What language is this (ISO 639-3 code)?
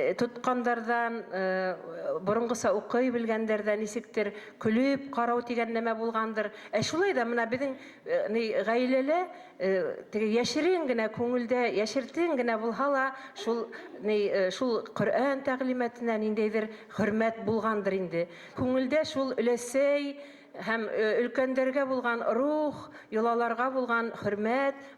bak